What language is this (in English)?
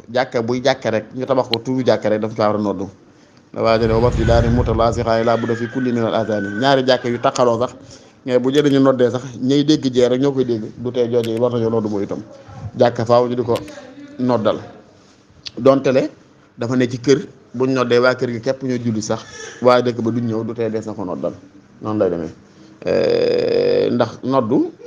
Wolof